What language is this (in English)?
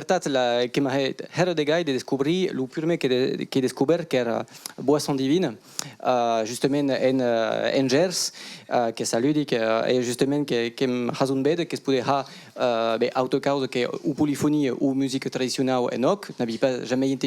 Occitan